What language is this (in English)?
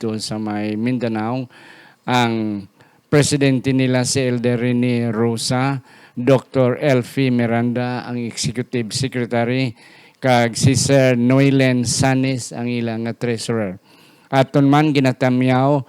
Hiligaynon